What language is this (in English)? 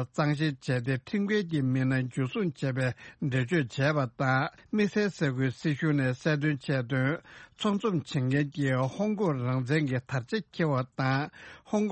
Tibetan